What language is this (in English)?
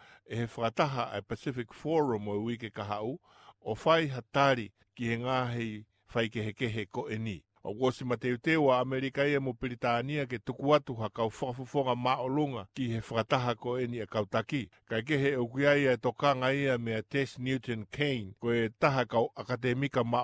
Tongan